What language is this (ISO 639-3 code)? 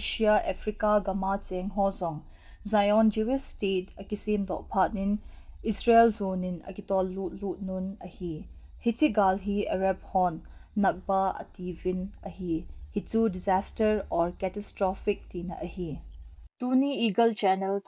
tcz